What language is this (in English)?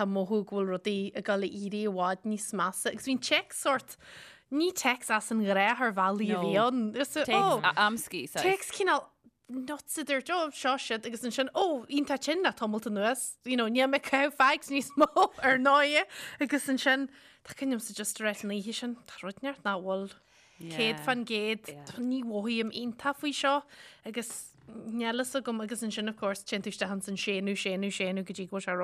Irish